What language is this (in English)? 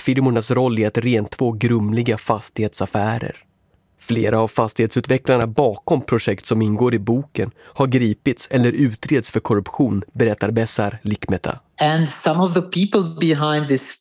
Swedish